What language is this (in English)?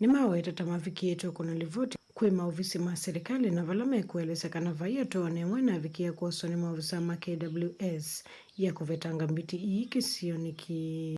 Kamba